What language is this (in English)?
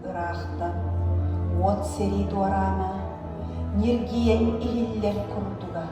Yakut